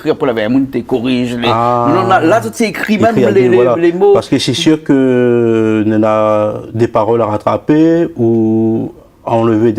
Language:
Réunion Creole French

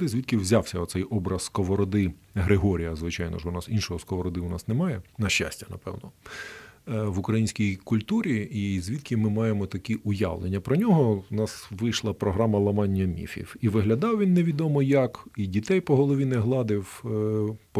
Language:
Ukrainian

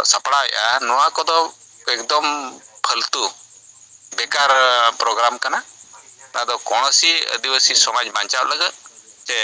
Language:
Santali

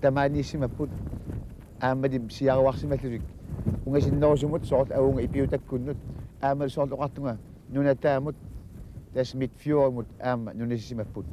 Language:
Kalaallisut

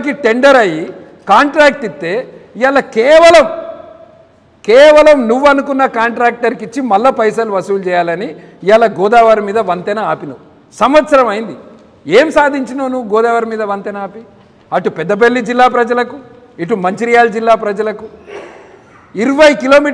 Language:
Telugu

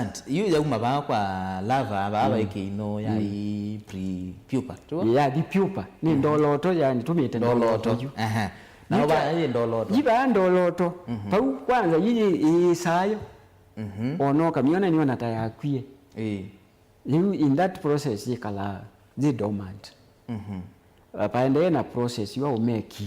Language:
Kamba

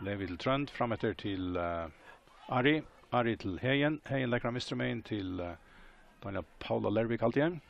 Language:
Faroese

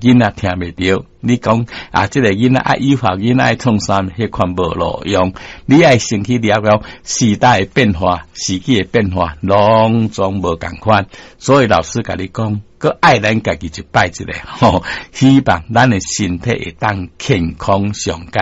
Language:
Min Nan Chinese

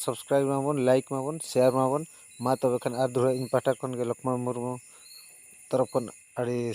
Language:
Santali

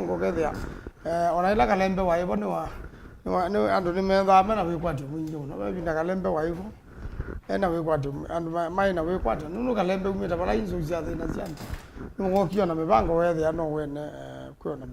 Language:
Kamba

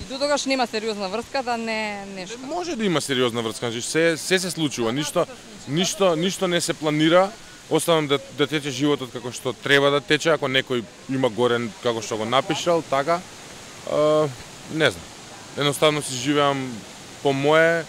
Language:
Macedonian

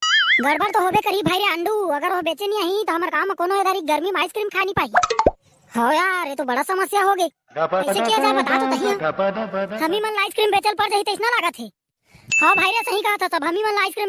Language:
Chhattisgarhi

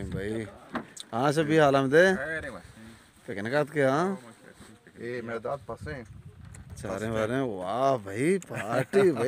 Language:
Baluchi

